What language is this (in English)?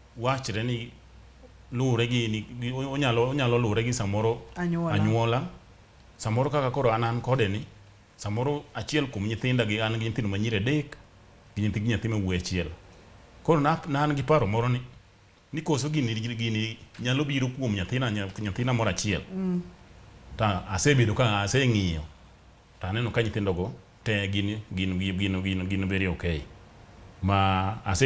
Luo (Kenya and Tanzania)